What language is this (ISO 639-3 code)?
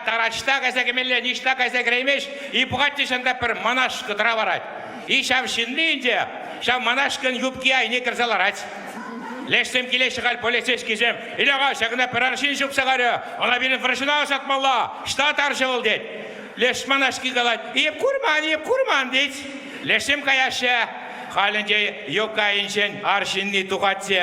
chv